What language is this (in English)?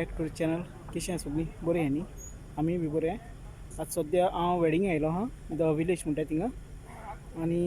Konkani